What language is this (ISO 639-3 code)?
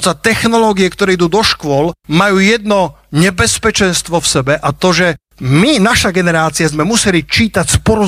slk